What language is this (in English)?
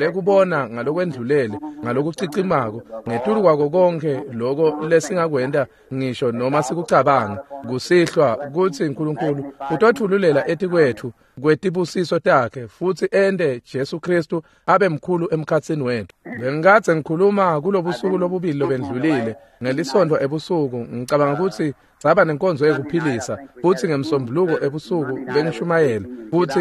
Swati